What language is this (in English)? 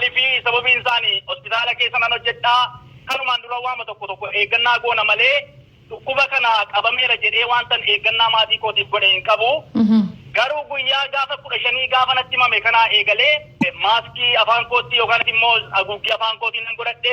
Oromo